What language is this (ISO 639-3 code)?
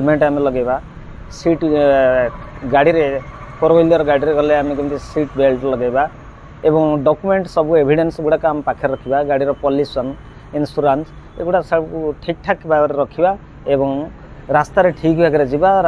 ori